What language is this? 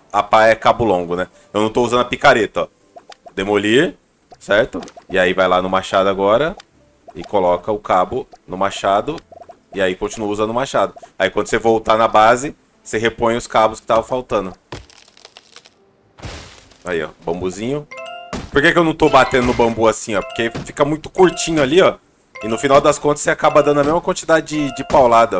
Portuguese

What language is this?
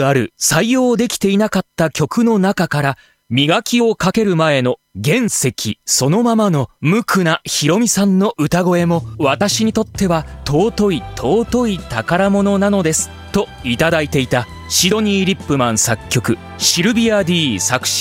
Japanese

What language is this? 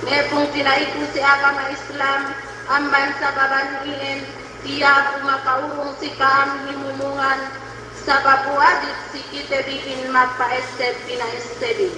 Yakan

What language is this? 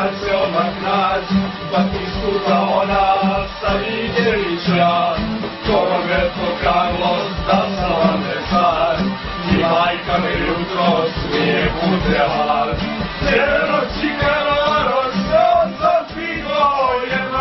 Serbian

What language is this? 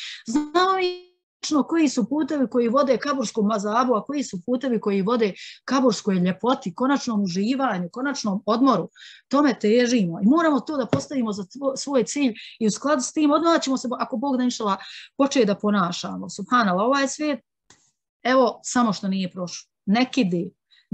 Bosnian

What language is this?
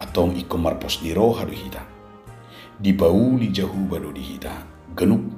Batak Toba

